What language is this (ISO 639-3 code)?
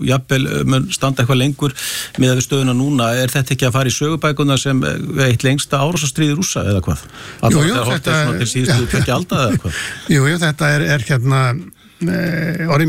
isl